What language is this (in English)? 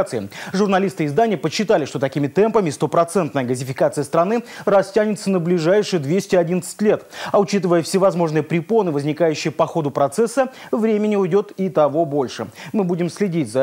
Russian